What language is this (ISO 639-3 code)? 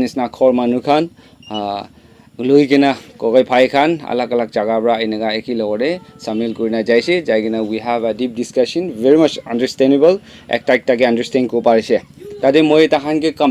nag